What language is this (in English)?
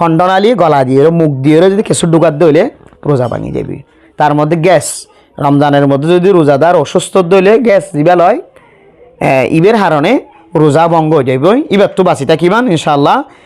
Rohingya